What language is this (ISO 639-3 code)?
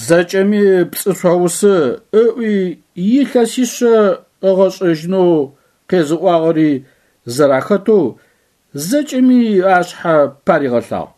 ady